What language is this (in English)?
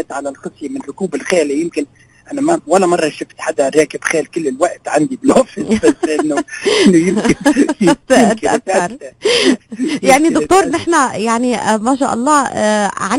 North Levantine Arabic